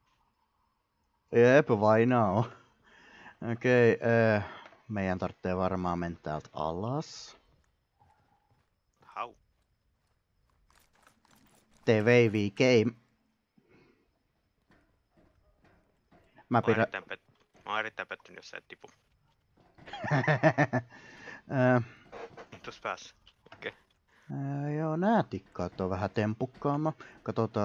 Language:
Finnish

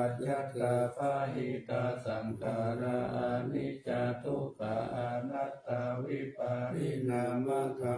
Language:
Pali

